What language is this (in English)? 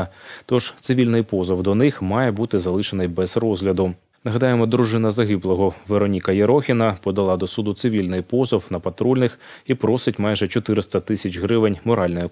Ukrainian